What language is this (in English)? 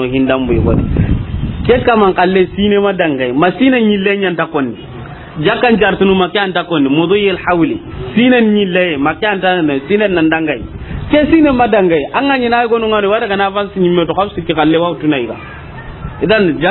Soninke